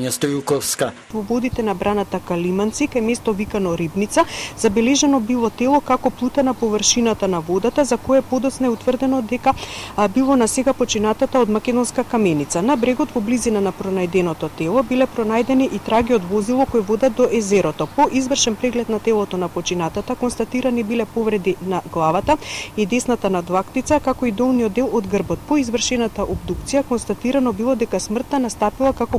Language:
Macedonian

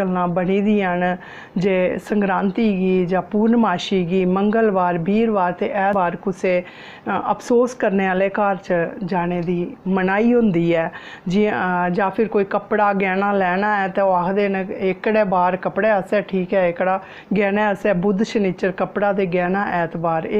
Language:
Dogri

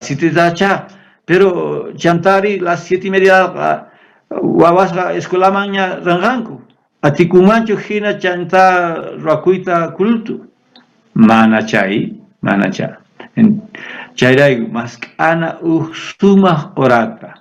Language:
South Bolivian Quechua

